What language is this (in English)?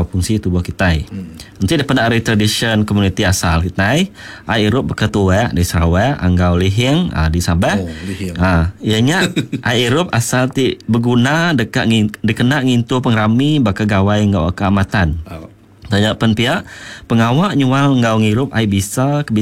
Iban